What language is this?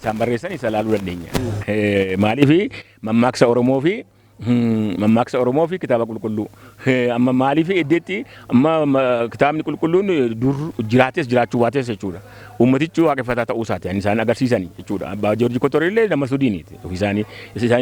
Oromo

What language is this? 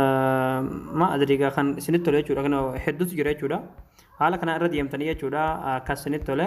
Oromo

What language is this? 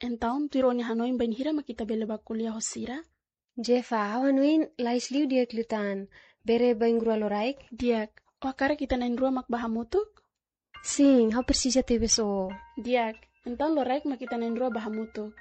Tetum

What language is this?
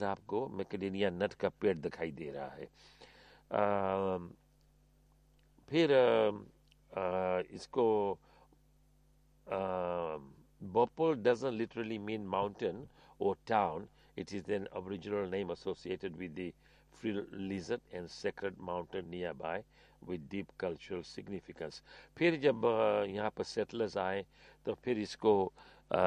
Hindi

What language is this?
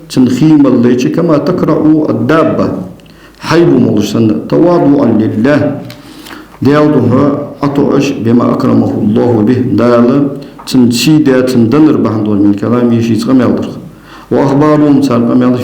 Ingush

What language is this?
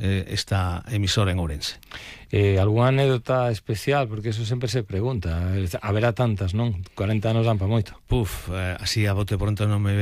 Galician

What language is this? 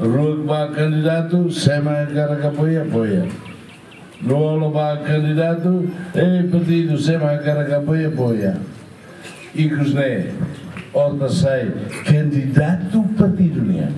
Tetum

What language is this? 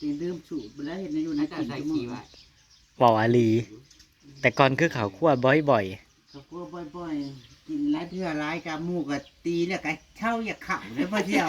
Northeastern Thai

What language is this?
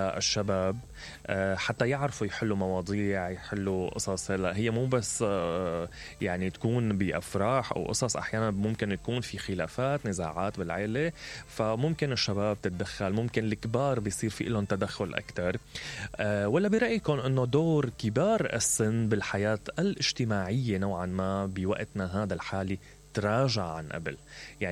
Mesopotamian Arabic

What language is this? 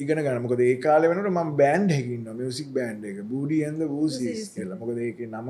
Sinhala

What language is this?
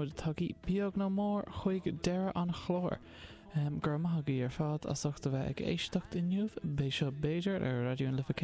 Irish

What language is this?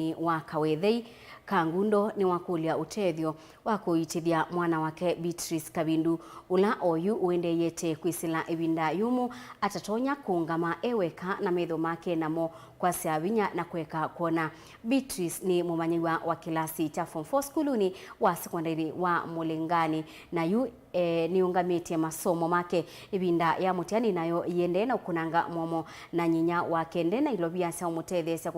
Kamba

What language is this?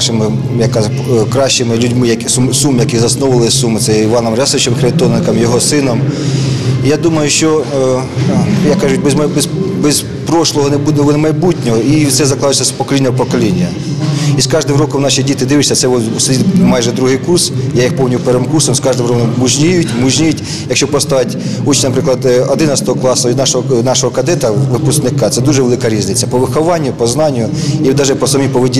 Ukrainian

